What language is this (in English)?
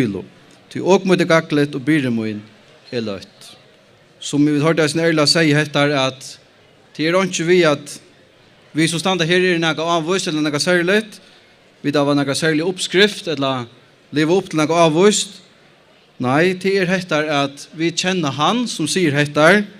Faroese